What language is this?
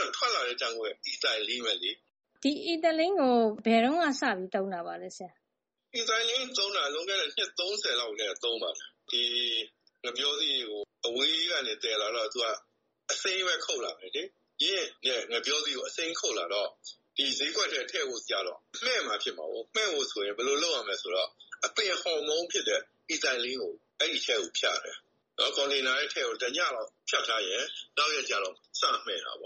Burmese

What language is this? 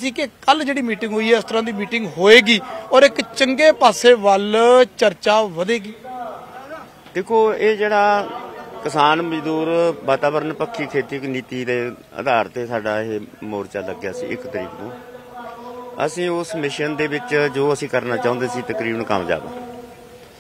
Punjabi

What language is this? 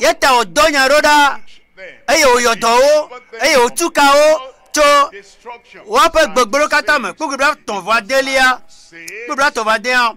Ewe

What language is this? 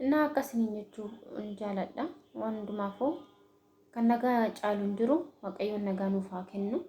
Oromo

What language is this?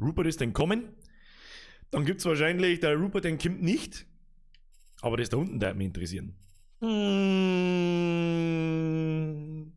Bavarian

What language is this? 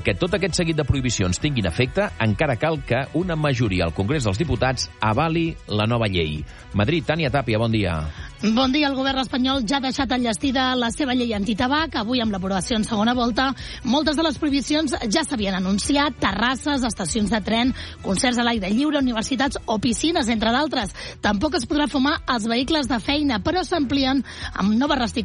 Catalan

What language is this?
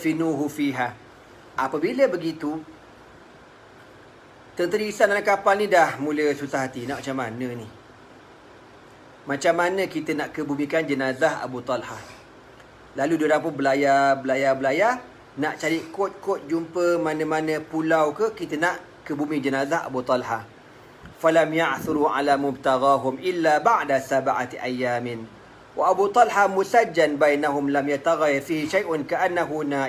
Malay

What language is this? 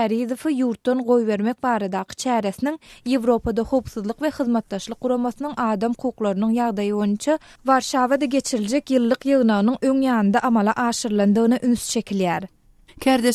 Turkmen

